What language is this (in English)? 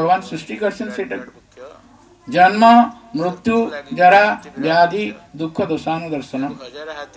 Odia